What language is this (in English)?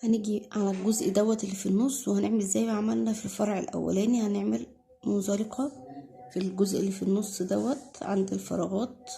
Egyptian Arabic